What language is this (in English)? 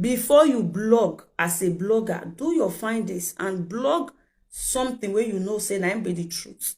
Nigerian Pidgin